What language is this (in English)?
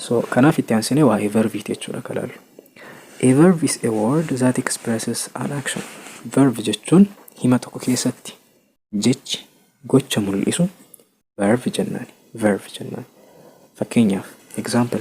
Oromo